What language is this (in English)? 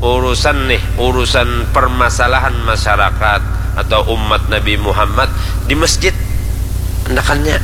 Banjar